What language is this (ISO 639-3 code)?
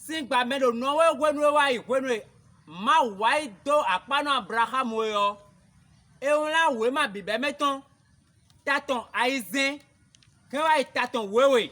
fon